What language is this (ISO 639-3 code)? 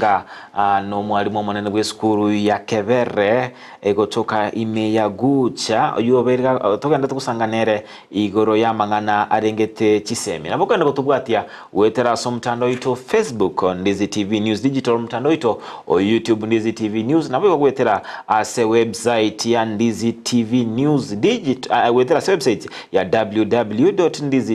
guz